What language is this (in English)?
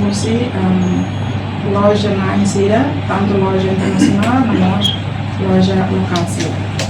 Tetum